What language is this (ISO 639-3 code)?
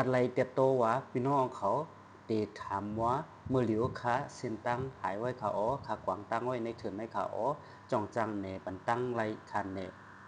shn